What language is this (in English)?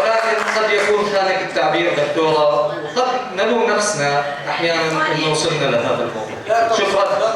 North Levantine Arabic